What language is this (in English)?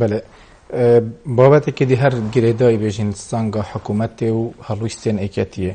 Central Kurdish